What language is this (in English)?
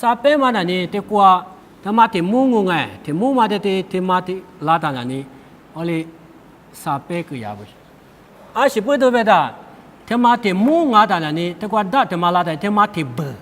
Lisu